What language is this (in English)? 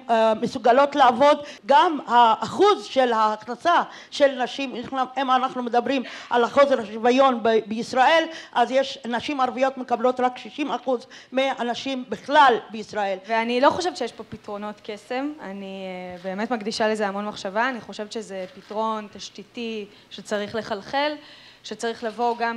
Hebrew